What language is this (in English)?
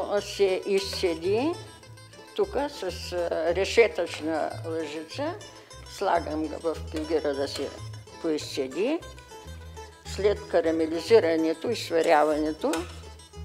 Bulgarian